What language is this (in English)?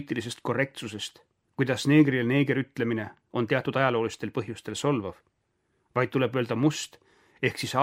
Estonian